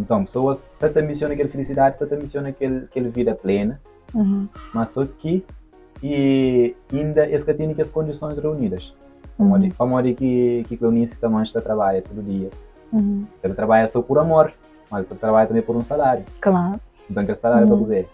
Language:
Kabuverdianu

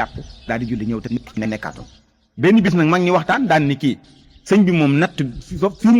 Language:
Wolof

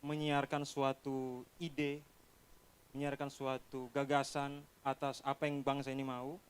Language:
Manado Malay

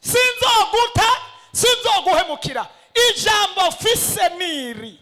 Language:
Rundi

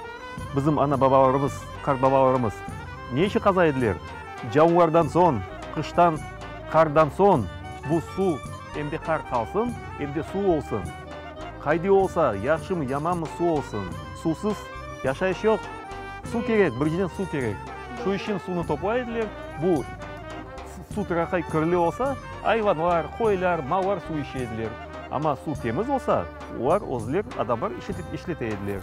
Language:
Crimean Tatar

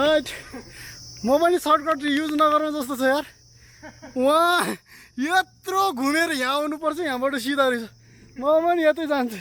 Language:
Nepali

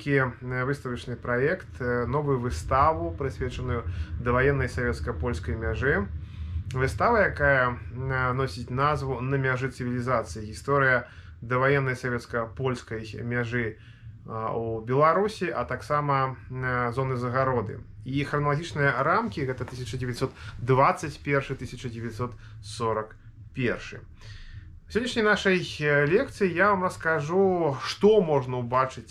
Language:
Belarusian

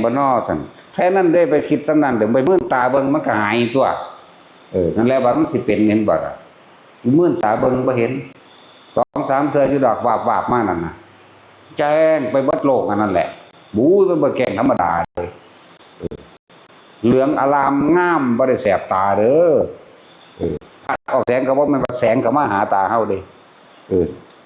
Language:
Northeastern Thai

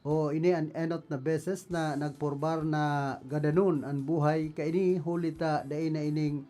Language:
Bikol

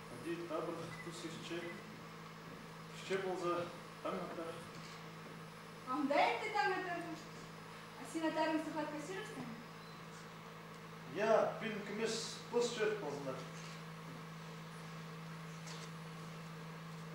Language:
Kazakh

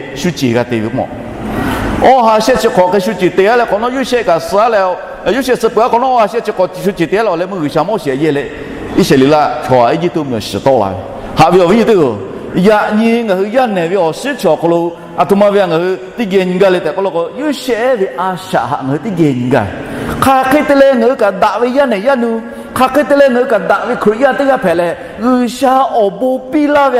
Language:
Lahu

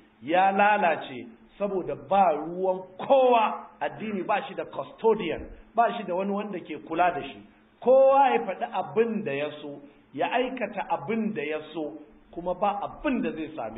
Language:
Hausa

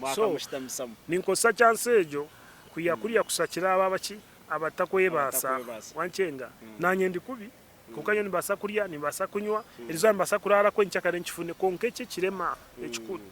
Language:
Nyankole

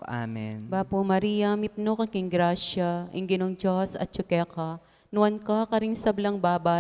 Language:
Pampanga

